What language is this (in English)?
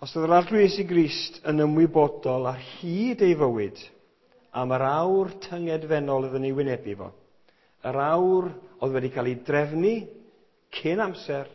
Welsh